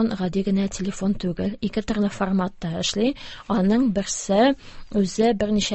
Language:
Tatar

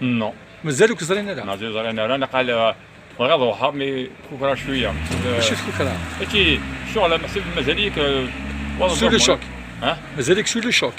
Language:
Kabyle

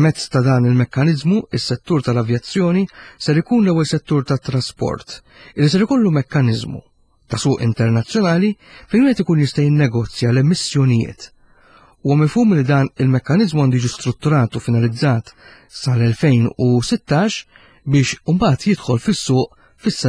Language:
Maltese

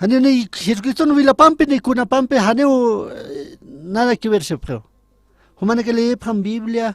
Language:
Aymara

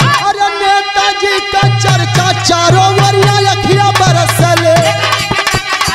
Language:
Bhojpuri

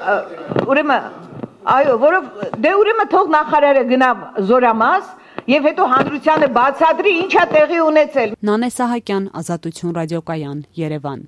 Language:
Armenian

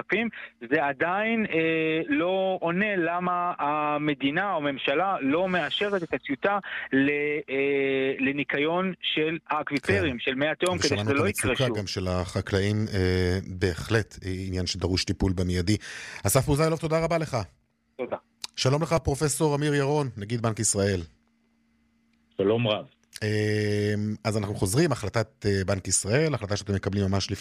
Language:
Hebrew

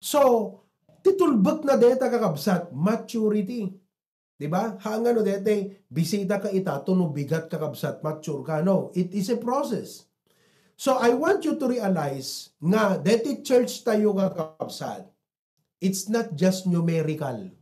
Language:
Iloko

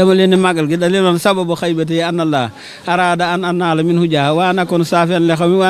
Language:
Wolof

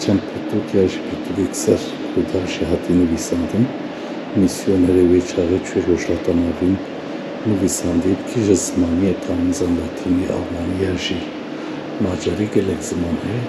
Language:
Kurdish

